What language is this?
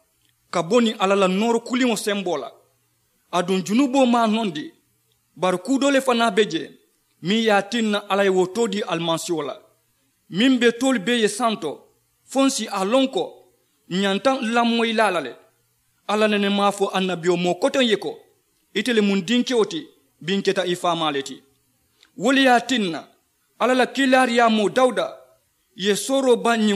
Mandingo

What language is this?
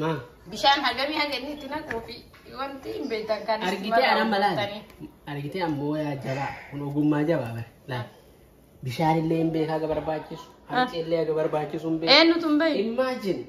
Oromo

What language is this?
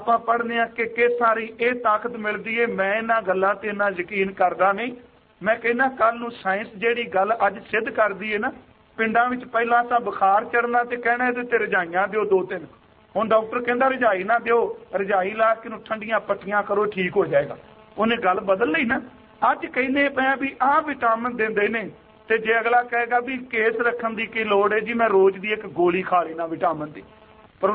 Punjabi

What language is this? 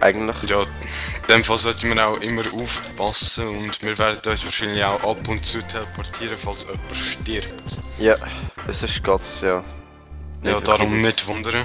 Swiss German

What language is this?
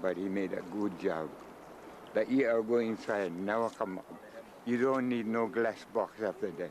Hawaiian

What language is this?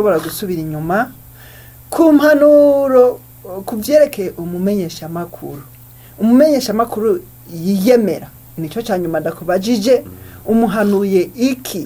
Rundi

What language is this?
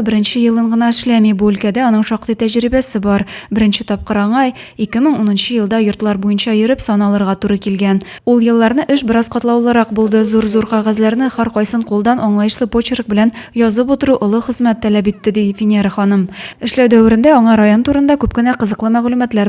Tatar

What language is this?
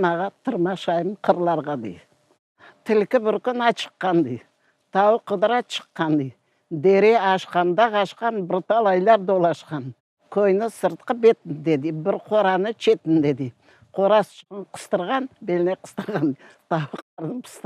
Crimean Tatar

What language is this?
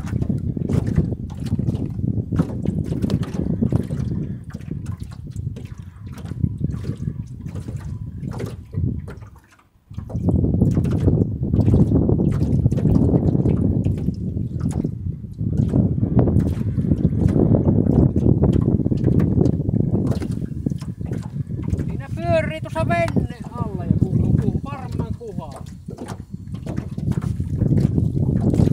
Finnish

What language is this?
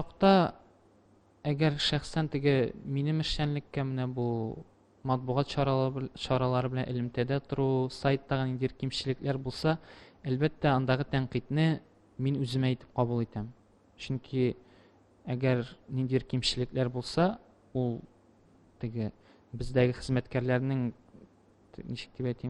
Tatar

